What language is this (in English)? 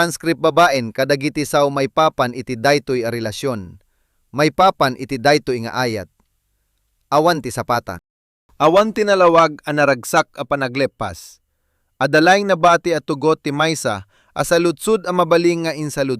Iloko